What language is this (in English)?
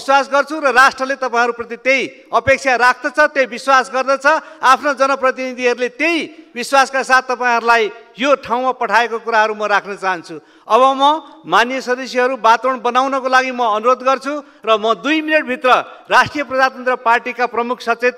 Nepali